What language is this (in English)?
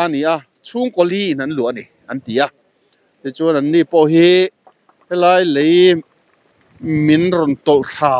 Mizo